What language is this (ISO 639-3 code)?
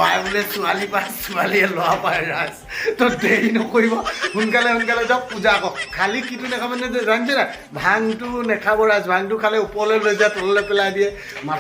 asm